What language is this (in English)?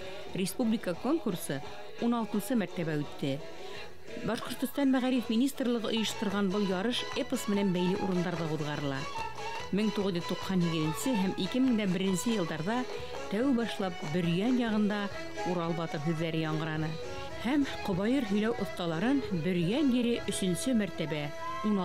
Bashkir